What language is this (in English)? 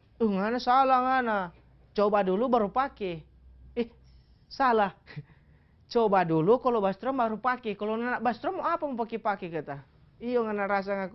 Manado Malay